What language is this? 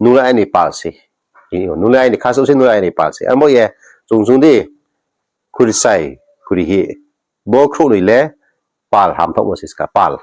Riang (India)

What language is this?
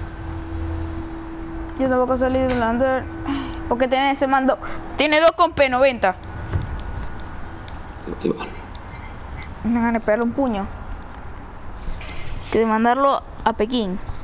Spanish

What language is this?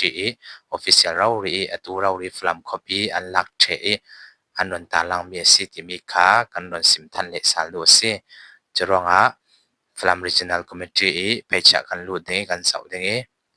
Falam Chin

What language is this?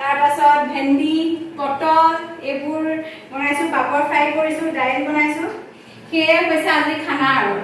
Assamese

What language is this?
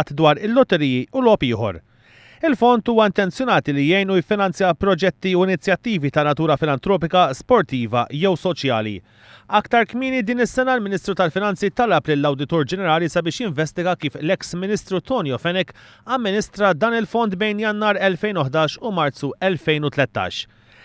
Maltese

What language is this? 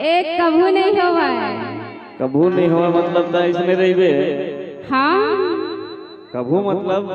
Chhattisgarhi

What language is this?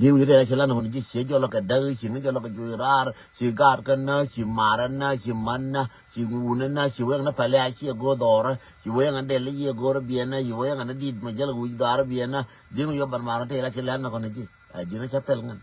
Nuer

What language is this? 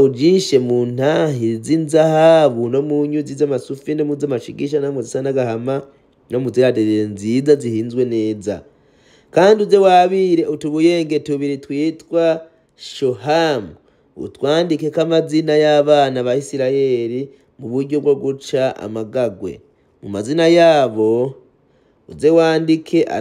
Rundi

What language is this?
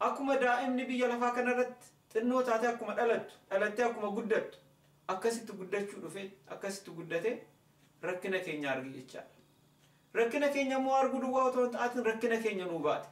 Oromo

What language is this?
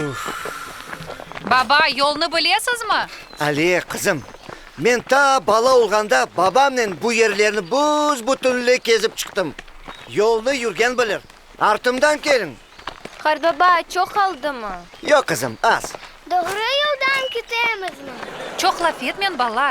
Crimean Tatar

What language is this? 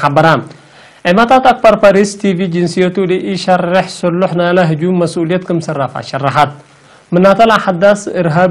Tigre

